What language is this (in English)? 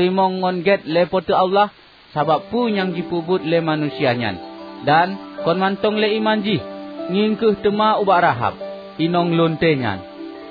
Achinese